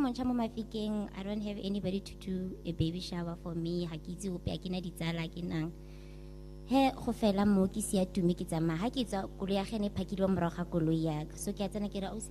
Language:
Tswana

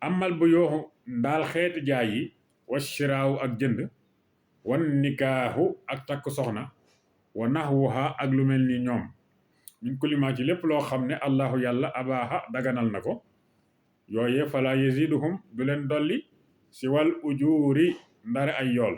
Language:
Wolof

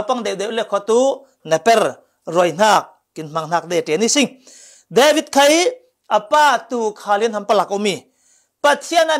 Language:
Falam Chin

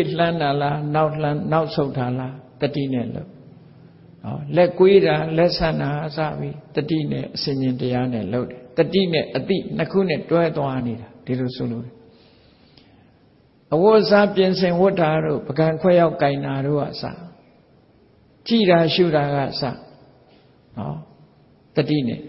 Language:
Burmese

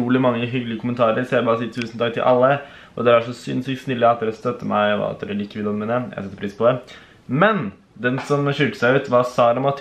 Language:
Norwegian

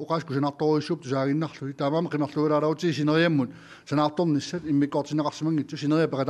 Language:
Kalaallisut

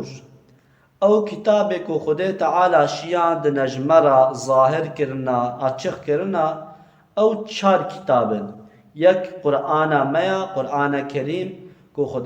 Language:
Kurdish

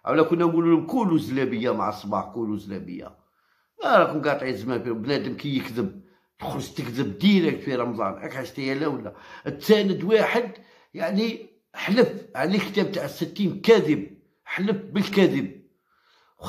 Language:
Algerian Arabic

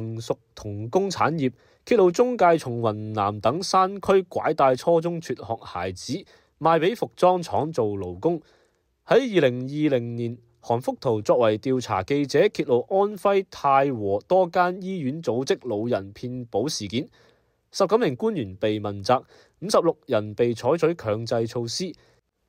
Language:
Cantonese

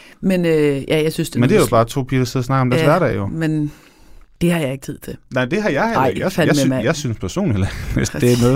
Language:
Danish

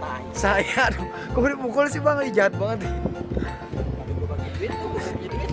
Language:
Betawi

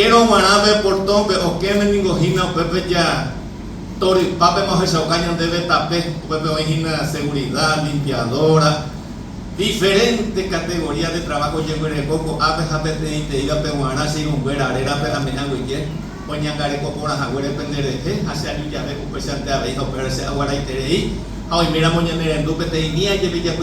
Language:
Guarani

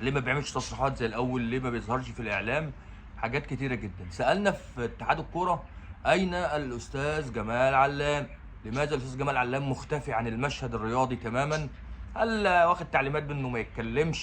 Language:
Egyptian Arabic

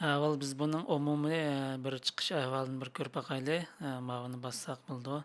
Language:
Uyghur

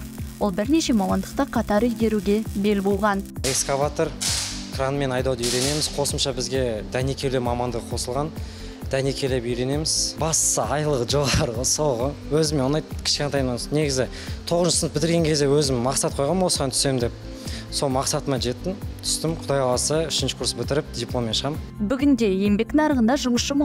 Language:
Kazakh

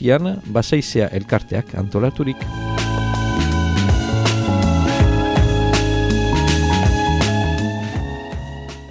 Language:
Basque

